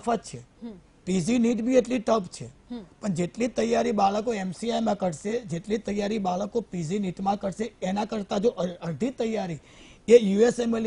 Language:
Gujarati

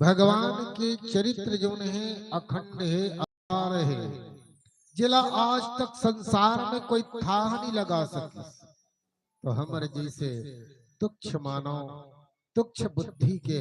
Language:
Chhattisgarhi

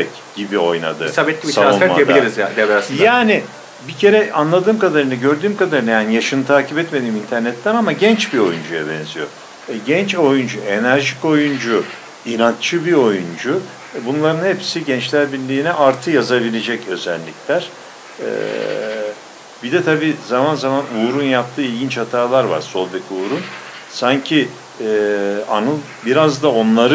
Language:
Turkish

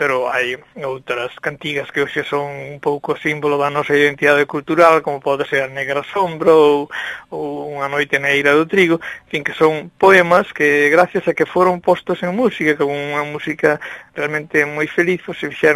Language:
Galician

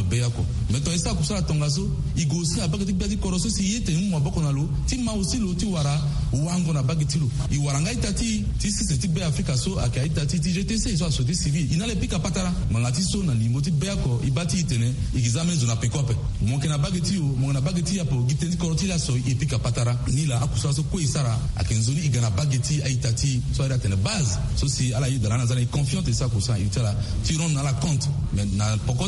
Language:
Sango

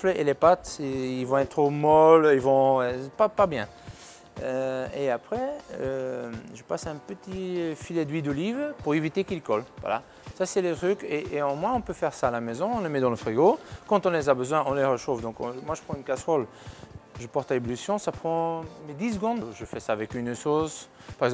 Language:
French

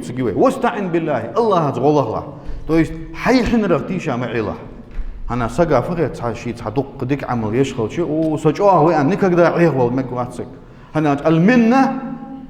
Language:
Ingush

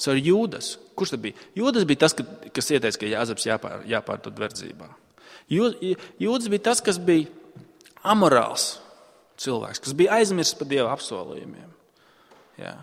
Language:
Latvian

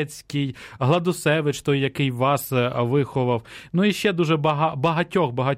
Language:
Ukrainian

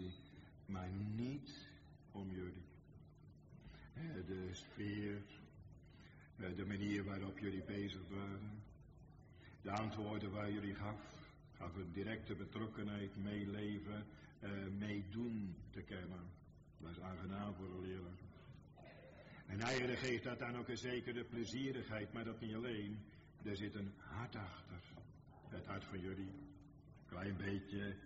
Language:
Dutch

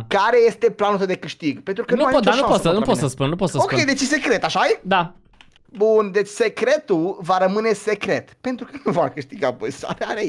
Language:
Romanian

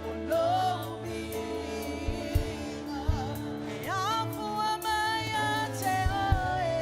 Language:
Samoan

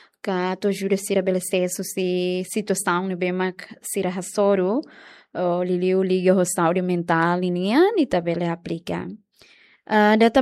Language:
Tetum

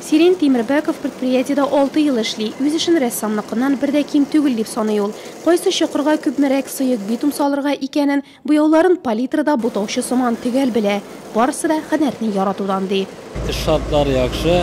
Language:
Tatar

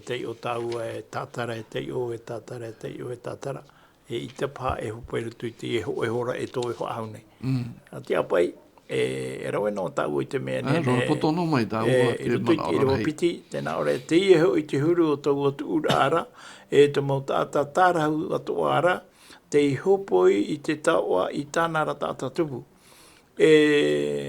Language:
Tahitian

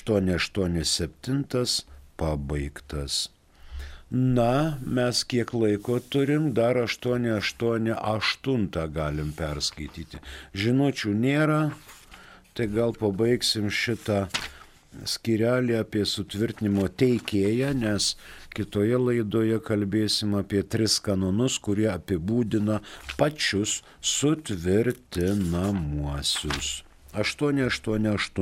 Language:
Lithuanian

